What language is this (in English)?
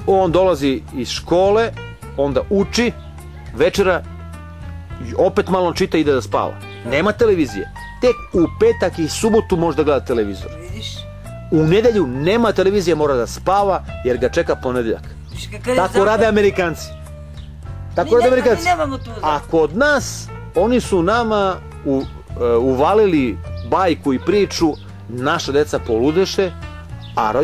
Serbian